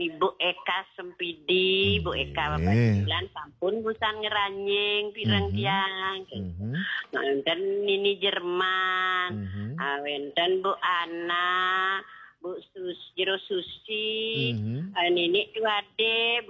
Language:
Balinese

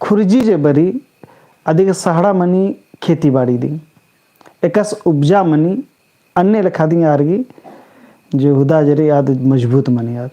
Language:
Kurukh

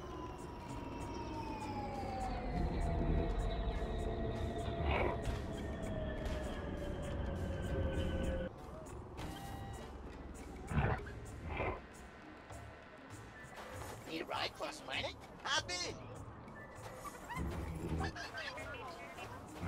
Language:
English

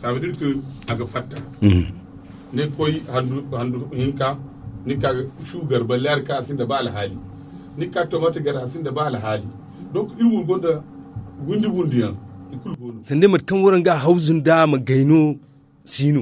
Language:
Zarma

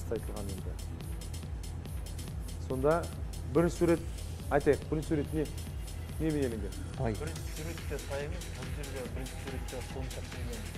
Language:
Kazakh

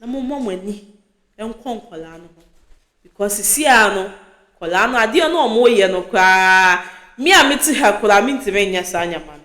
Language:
Akan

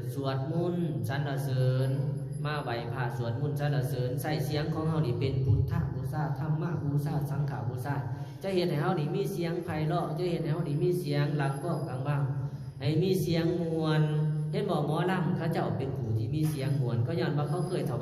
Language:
Lao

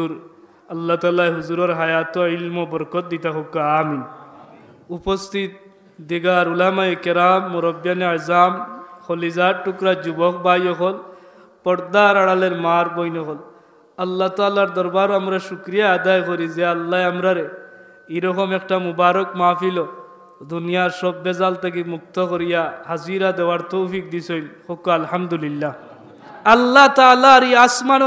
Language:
Sylheti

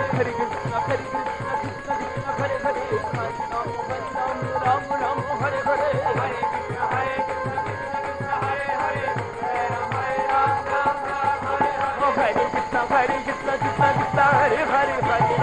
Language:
Hindi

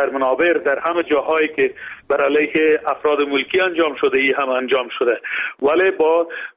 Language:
Persian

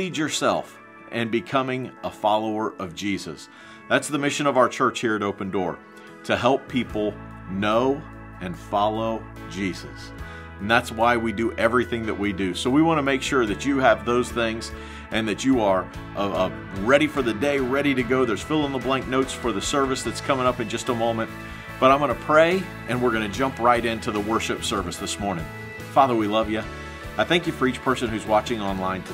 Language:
English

